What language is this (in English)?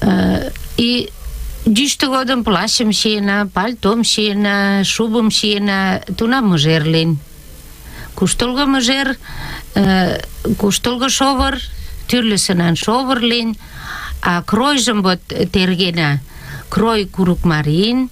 Mari